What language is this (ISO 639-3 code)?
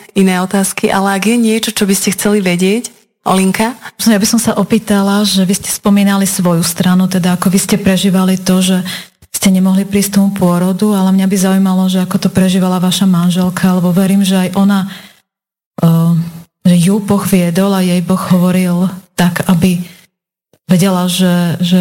slk